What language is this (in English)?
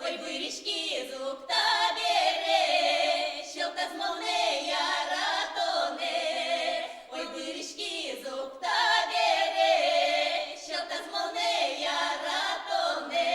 Udmurt